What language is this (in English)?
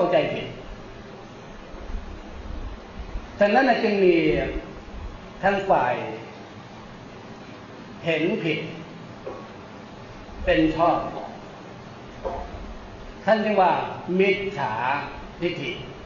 Thai